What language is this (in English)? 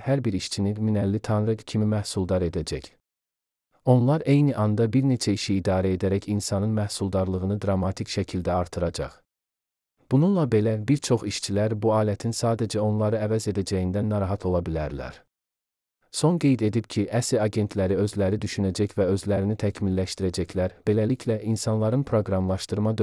Azerbaijani